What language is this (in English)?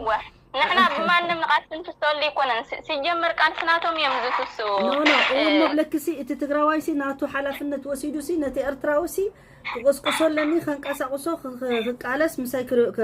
Tigrinya